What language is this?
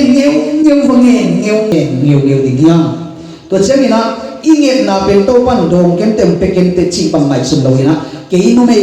Tedim Chin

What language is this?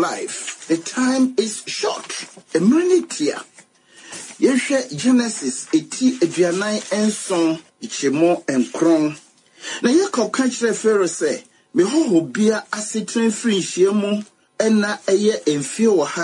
Akan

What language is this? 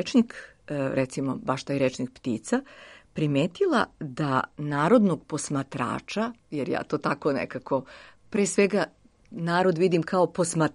Serbian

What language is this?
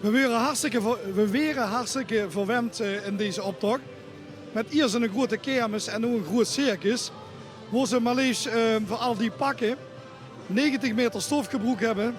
Limburgish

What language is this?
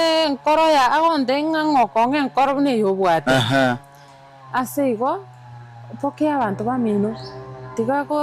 Gusii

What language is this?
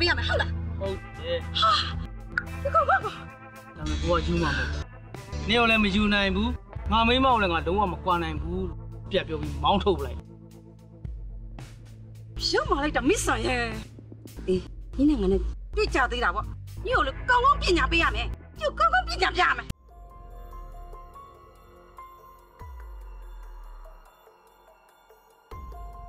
Burmese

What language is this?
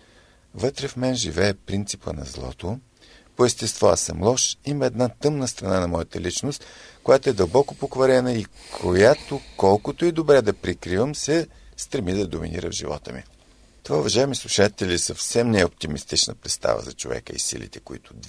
Bulgarian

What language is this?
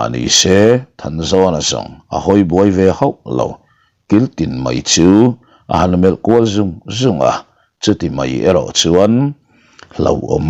Mizo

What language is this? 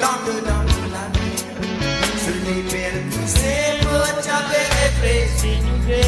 Morisyen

